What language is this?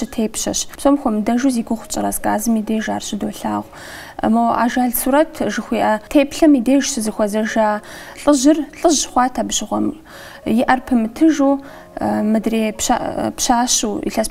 Kabardian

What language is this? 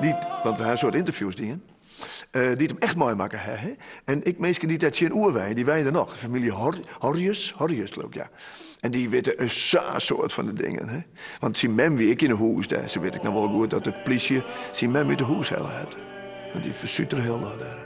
Western Frisian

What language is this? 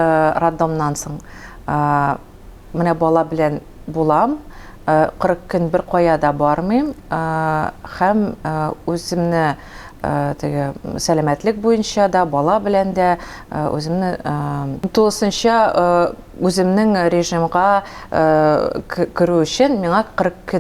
Tatar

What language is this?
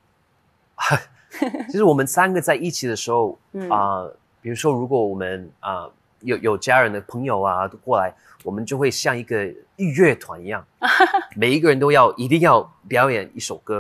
Chinese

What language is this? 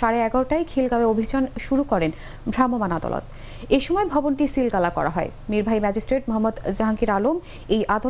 Bangla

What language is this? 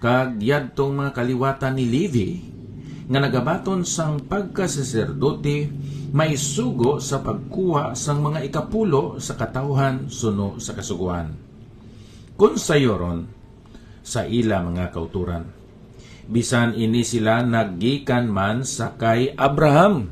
Hiligaynon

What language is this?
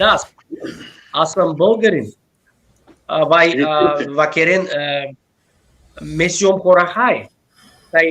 Balkan Romani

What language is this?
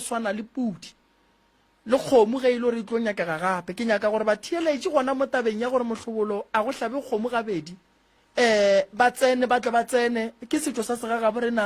Northern Sotho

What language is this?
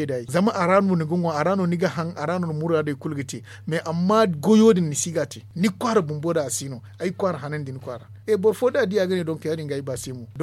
Zarma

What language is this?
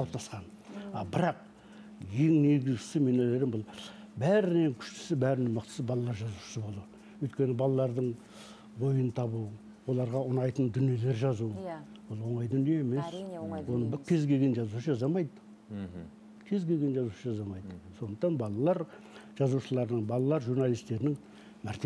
Kazakh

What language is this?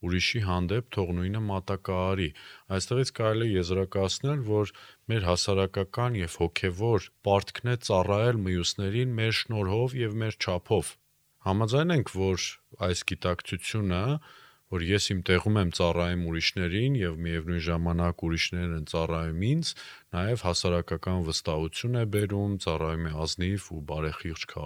Armenian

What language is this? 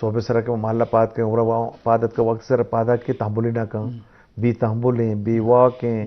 Eastern Balochi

